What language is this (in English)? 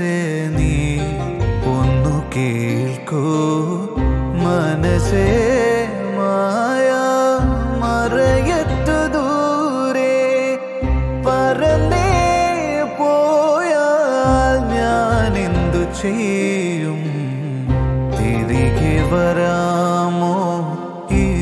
Malayalam